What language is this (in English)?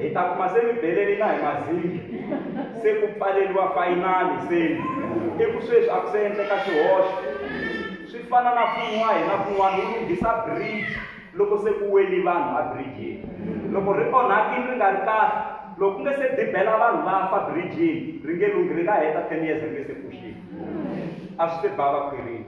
Tsonga